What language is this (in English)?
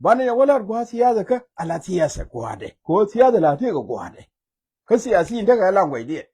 Nuer